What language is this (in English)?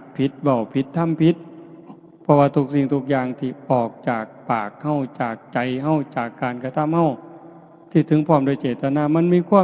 Northeastern Thai